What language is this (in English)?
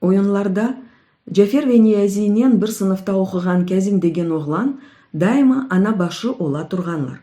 Crimean Tatar